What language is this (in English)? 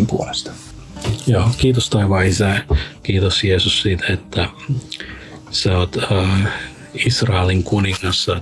Finnish